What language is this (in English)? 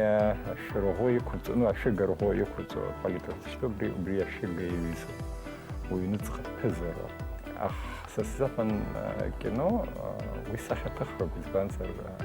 Abkhazian